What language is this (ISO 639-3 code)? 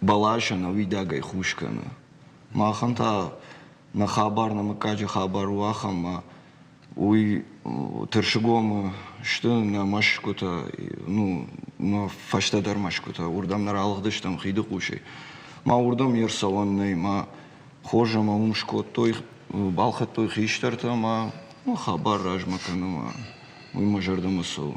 oss